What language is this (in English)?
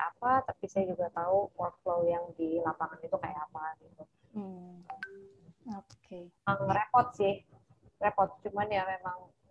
Indonesian